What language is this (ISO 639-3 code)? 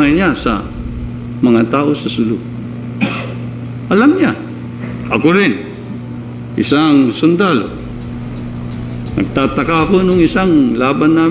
fil